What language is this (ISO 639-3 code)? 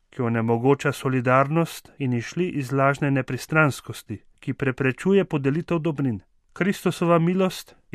slv